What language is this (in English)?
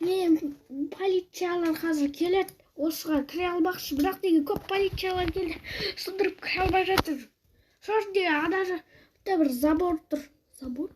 Kazakh